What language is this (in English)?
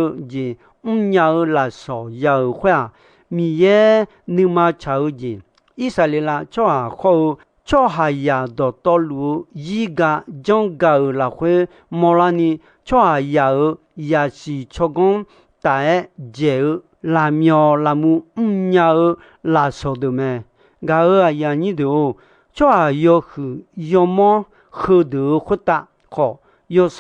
Akha